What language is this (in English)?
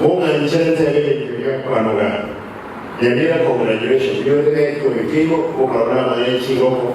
Gusii